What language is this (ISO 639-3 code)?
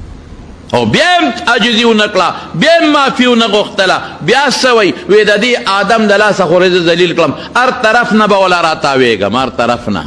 pus